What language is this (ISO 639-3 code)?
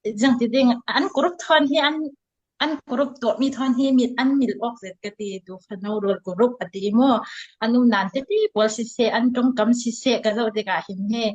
cfm